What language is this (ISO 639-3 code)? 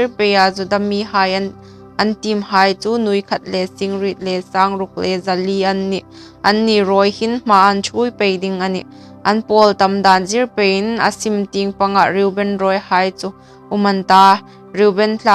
hmr